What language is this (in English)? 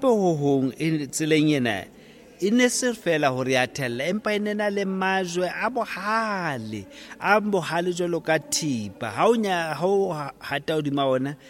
Southern Sotho